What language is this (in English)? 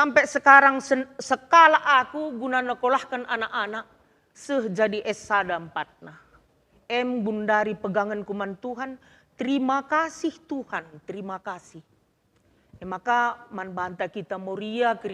Batak Karo